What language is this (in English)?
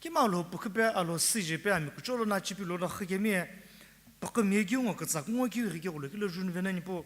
Sumi Naga